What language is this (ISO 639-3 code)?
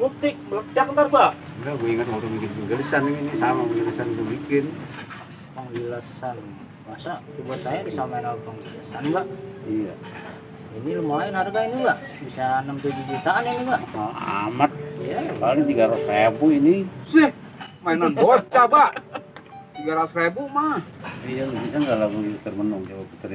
bew